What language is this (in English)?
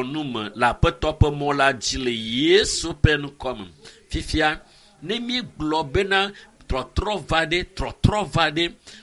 Ewe